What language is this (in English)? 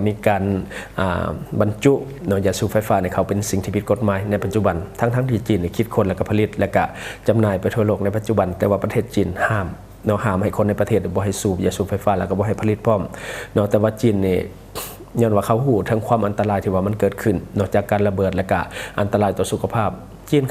Lao